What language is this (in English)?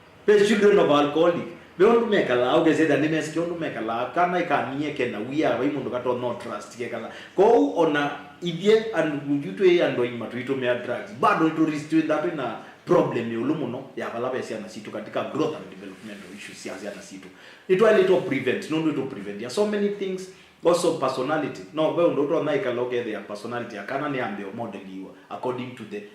Kamba